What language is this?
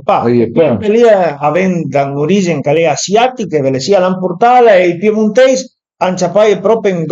Piedmontese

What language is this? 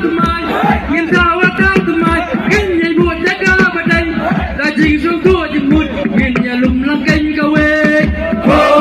Khasi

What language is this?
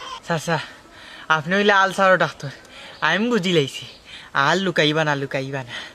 Sylheti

